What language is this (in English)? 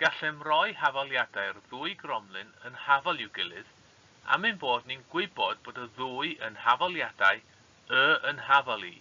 Welsh